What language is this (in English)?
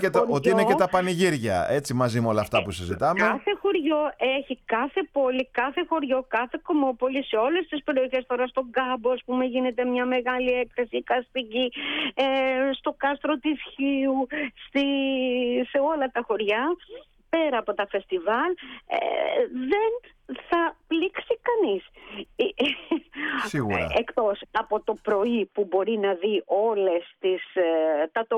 Greek